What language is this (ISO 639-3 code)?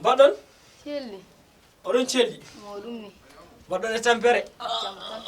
ful